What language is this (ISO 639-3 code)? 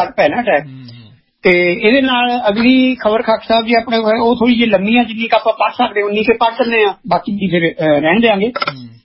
pan